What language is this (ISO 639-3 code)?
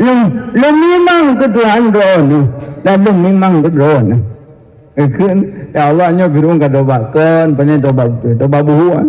ace